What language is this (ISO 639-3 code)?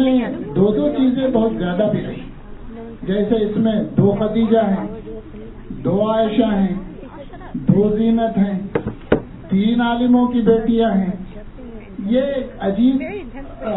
urd